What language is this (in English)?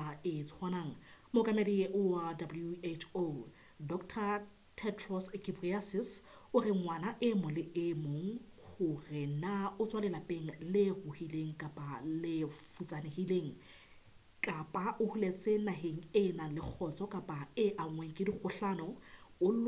Southern Sotho